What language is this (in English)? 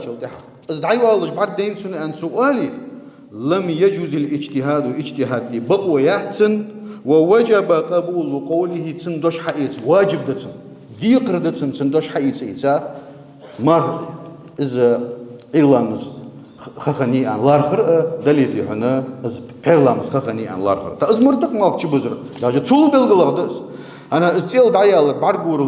Ingush